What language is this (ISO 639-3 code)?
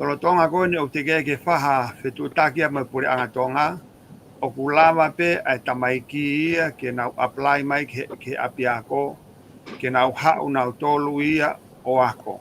ton